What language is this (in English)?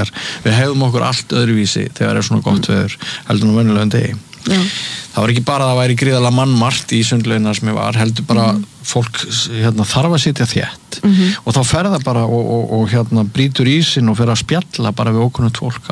Icelandic